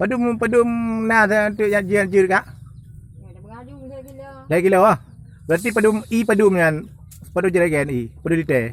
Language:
Achinese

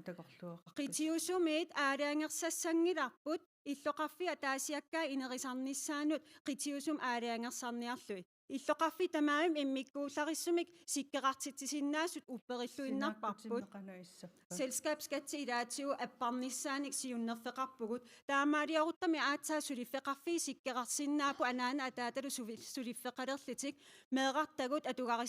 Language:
Kalaallisut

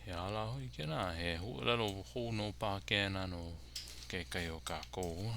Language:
Hawaiian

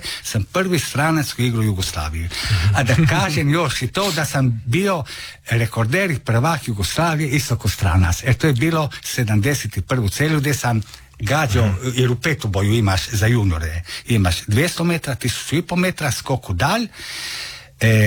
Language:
Croatian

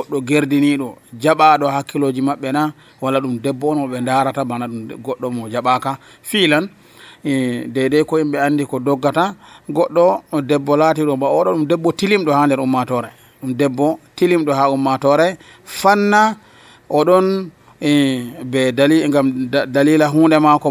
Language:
Nigerian Fulfulde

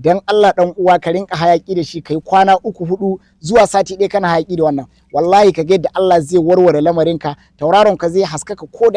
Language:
Hausa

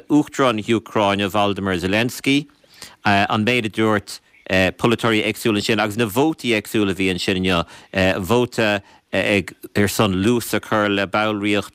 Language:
Irish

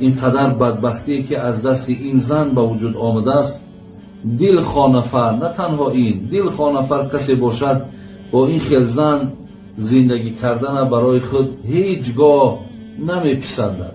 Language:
Tajik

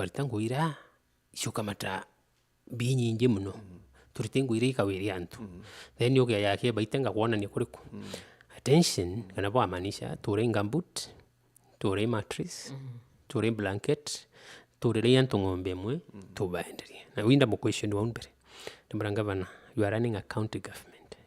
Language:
Meru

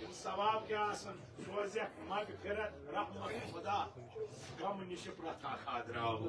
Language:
Kashmiri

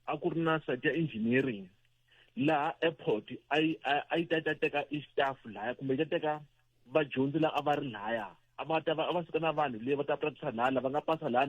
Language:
Tsonga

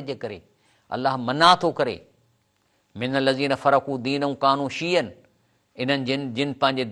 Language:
Sindhi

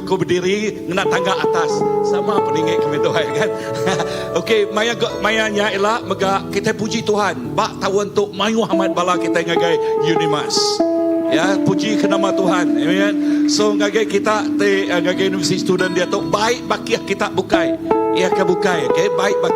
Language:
Iban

